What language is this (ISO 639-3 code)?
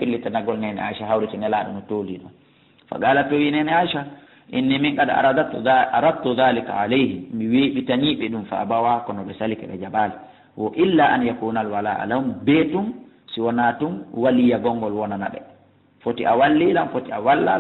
ful